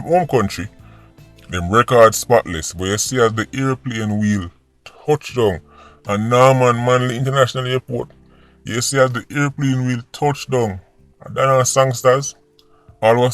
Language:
Jamaican Creole English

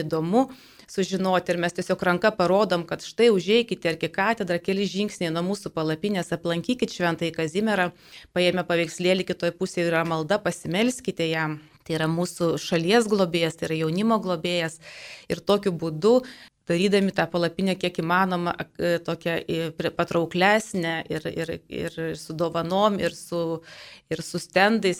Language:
Lithuanian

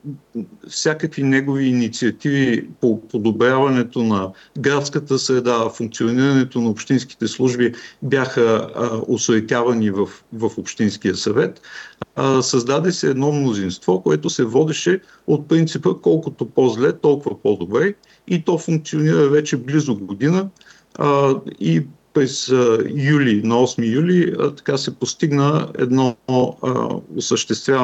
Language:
Bulgarian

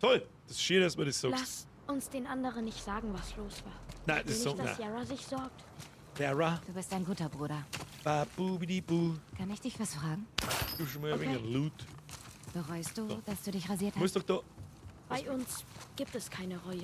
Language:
Bavarian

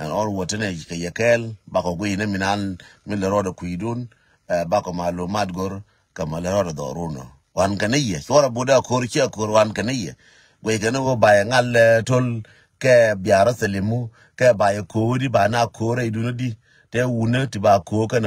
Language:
Nuer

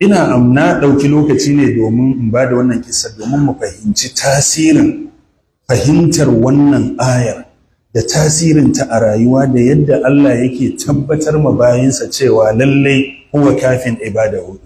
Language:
Hausa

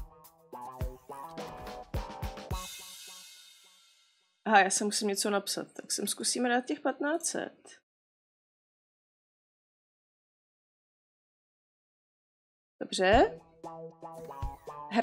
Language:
Czech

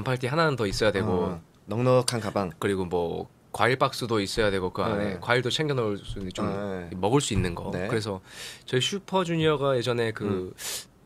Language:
Korean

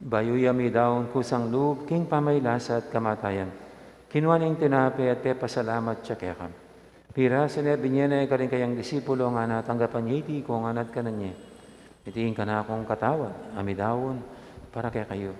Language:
Pampanga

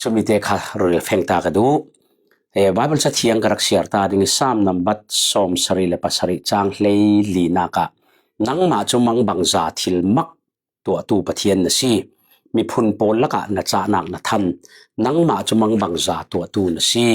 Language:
Falam Chin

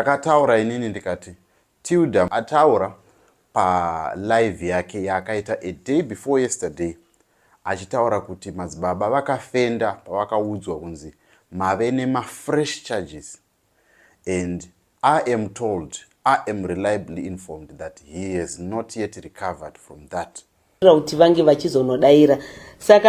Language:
Shona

